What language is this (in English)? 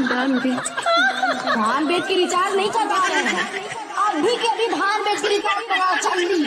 Chhattisgarhi